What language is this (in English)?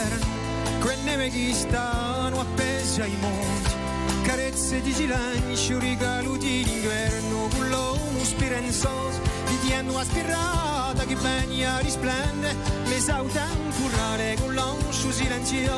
Italian